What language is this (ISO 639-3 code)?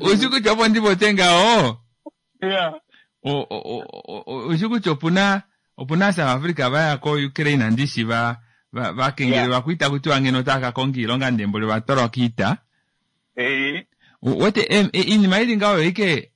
kua